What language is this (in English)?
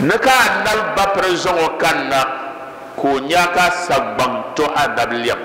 Dagbani